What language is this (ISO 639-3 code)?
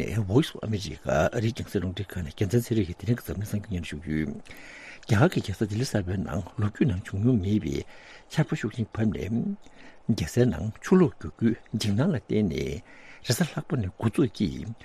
bod